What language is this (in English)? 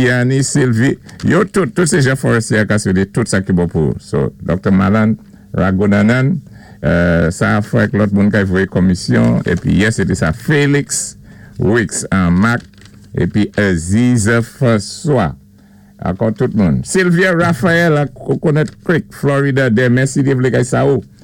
Saint Lucian Creole French